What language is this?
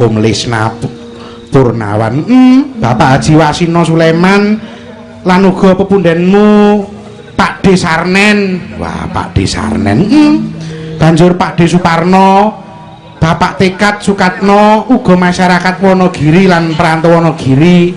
Javanese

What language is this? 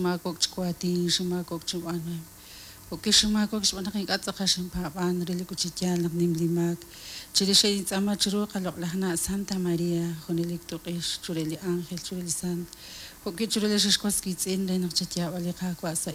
Kekchí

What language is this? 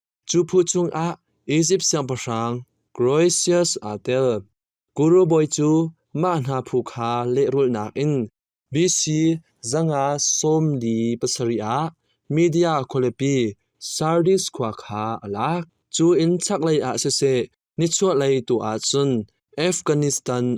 Hakha Chin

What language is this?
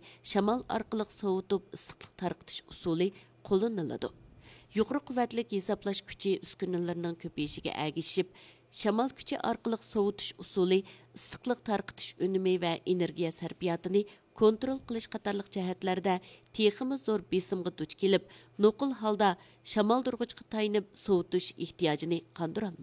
Uyghur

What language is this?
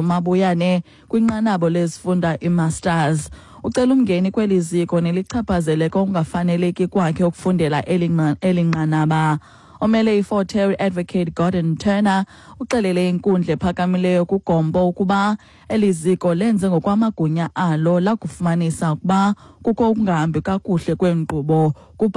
Xhosa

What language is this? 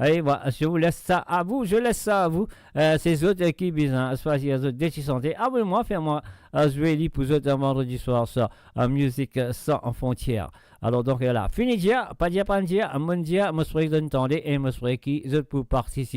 Morisyen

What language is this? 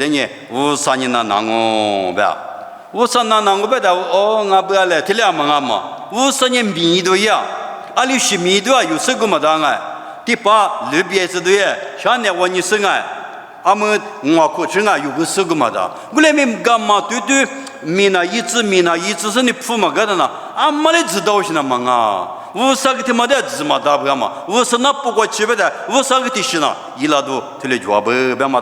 Lisu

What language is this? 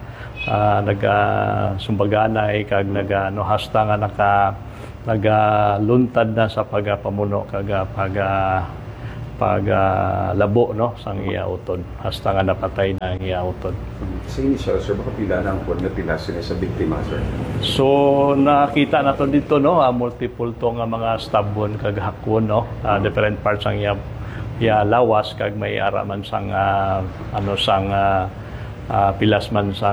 Hiligaynon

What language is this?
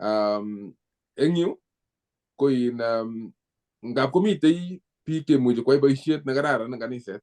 Kalenjin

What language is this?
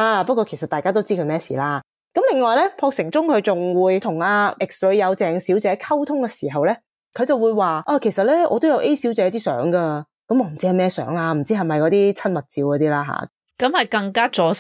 Cantonese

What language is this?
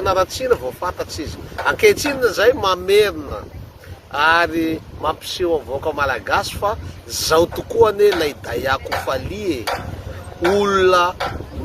Malagasy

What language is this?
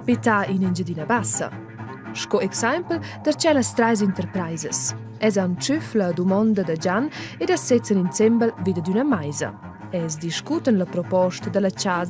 Romansh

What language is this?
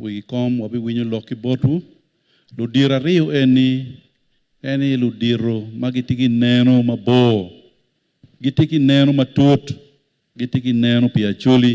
Acoli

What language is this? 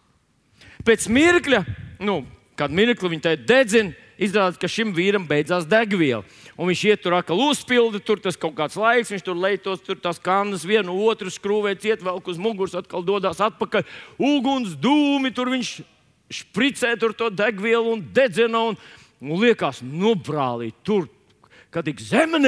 Latvian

